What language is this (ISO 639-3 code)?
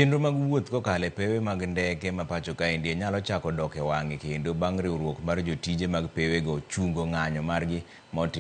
luo